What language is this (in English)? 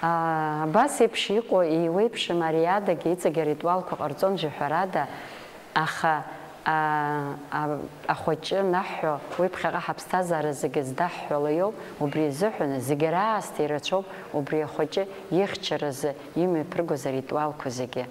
Abkhazian